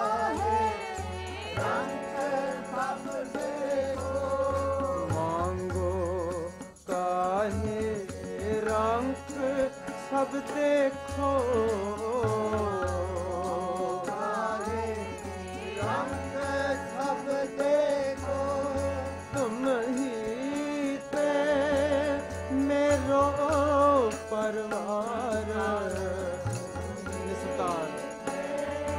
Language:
Punjabi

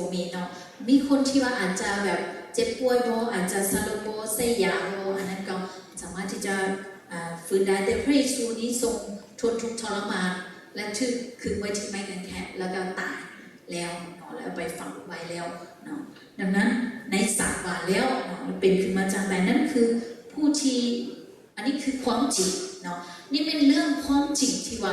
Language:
Lao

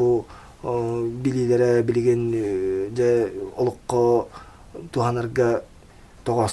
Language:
Yakut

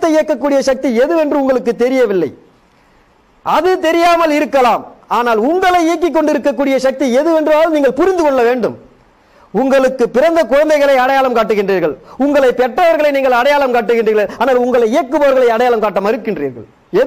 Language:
Tamil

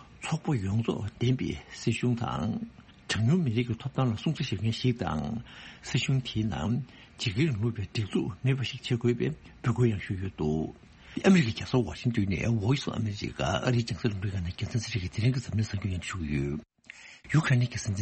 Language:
Tibetan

